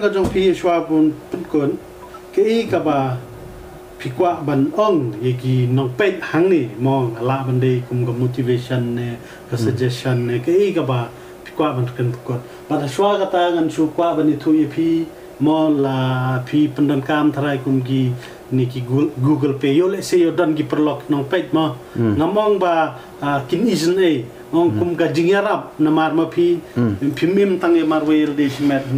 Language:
Khasi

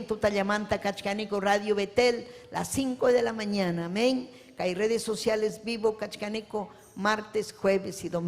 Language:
Ayacucho Quechua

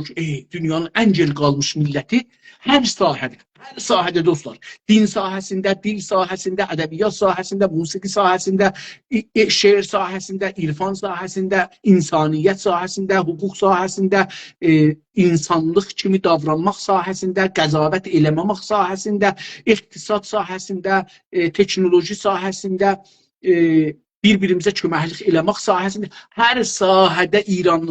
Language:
South Azerbaijani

